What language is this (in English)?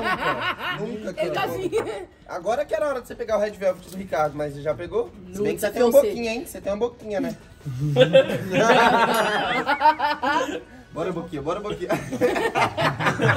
Portuguese